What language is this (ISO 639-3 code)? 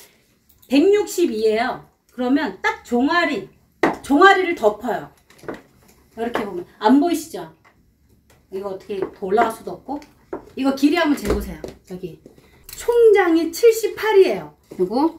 kor